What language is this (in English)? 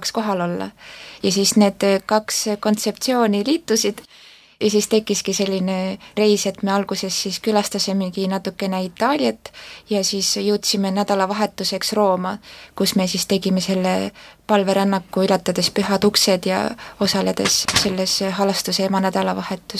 Estonian